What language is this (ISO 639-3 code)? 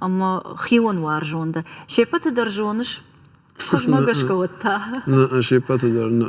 oss